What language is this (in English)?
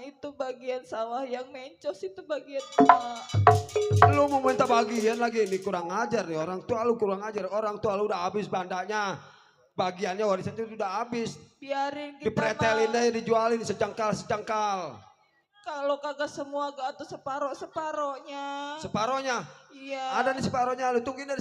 Betawi